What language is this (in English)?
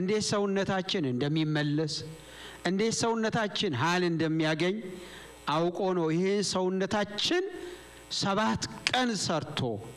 Amharic